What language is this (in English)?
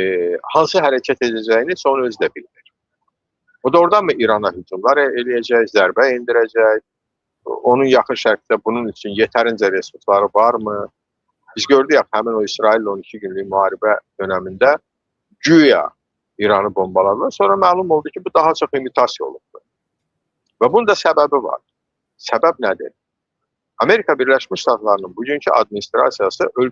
Azerbaijani